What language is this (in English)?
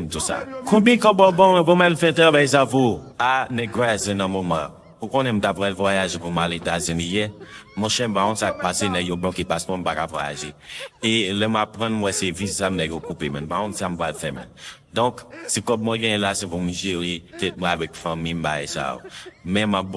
Haitian Creole